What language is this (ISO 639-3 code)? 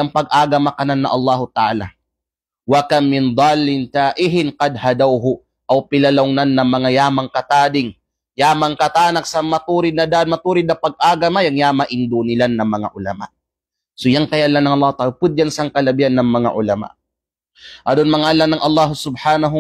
kqe